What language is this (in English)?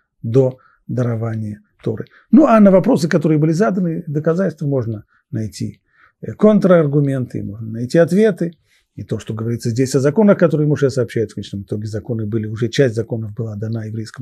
Russian